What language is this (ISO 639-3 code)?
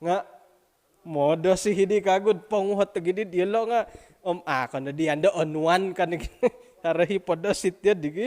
dtp